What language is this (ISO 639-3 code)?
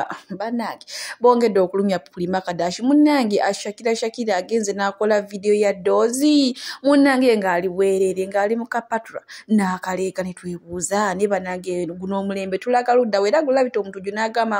lug